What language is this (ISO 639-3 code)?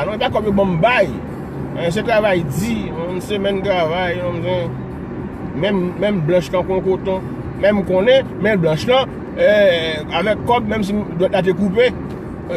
hat